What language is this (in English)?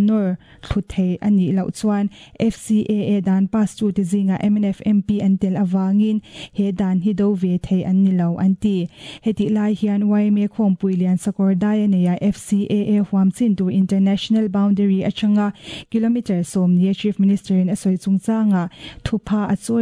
Mizo